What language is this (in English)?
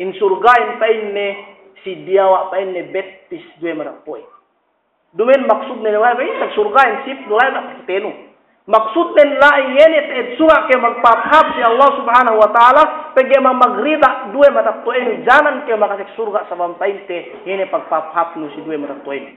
Yakan